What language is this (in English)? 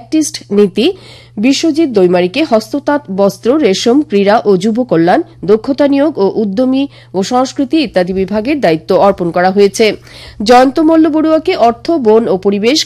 Bangla